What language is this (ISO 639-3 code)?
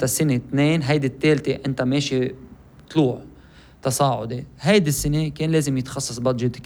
apc